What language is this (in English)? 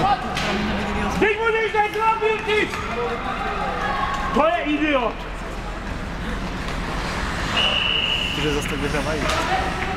Czech